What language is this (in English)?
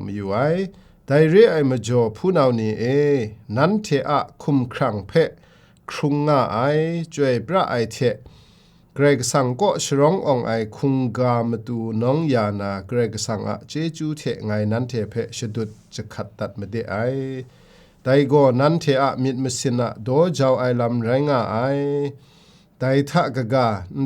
Kachin